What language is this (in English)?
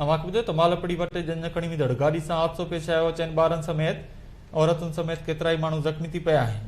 Sindhi